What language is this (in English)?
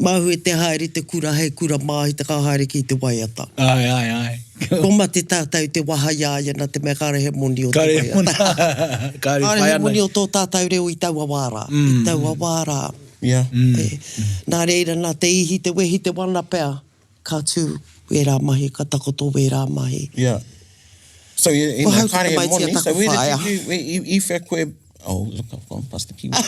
Māori